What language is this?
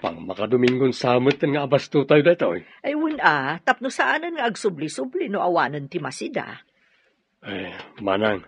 Iloko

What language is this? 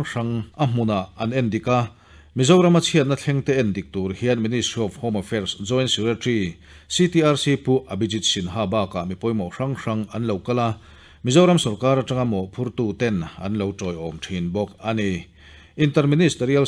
Mizo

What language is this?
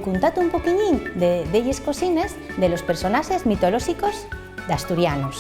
Asturian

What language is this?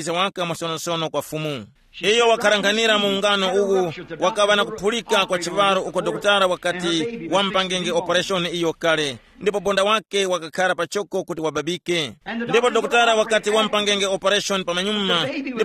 Tumbuka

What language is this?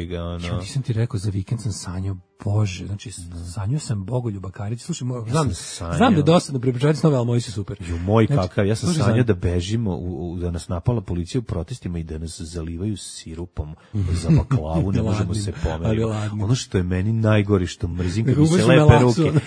Serbian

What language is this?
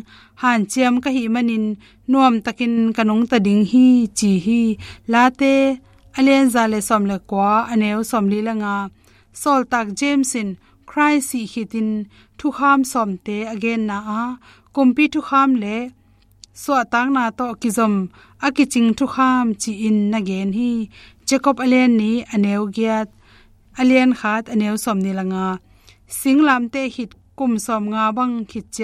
Tedim Chin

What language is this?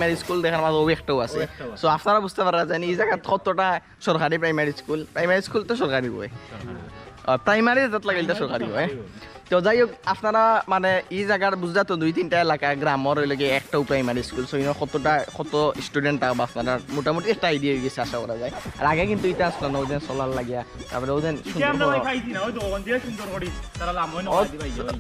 Sylheti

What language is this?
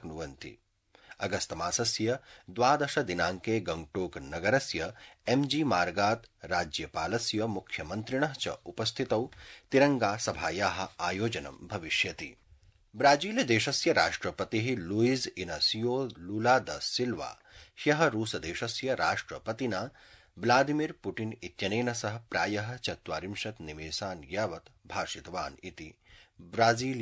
Sanskrit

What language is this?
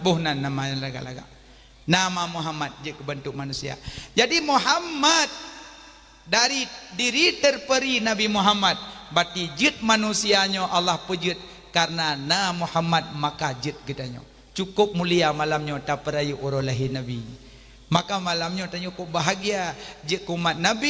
Achinese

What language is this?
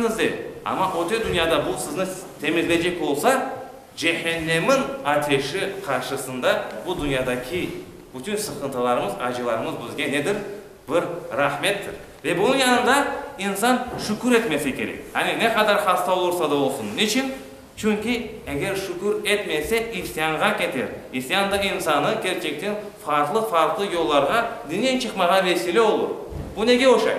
Crimean Tatar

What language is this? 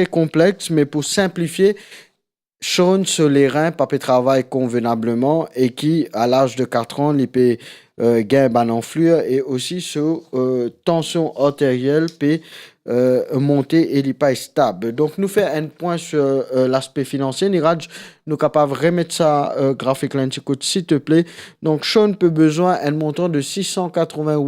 Morisyen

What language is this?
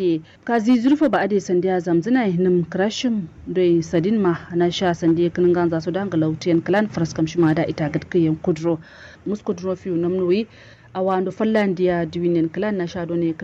Kanuri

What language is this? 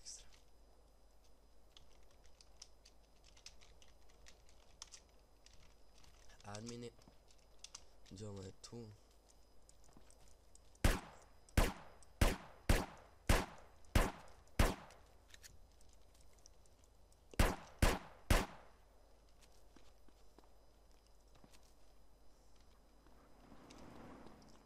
Bosnian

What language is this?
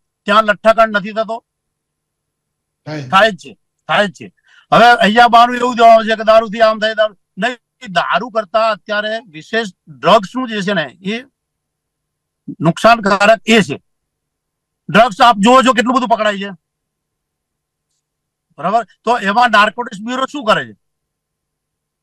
Gujarati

